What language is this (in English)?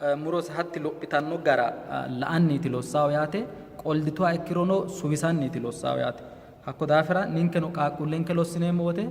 Sidamo